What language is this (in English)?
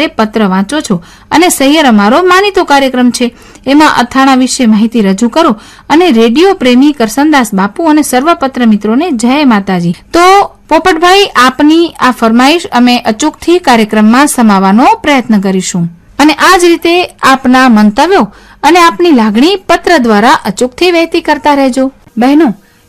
Gujarati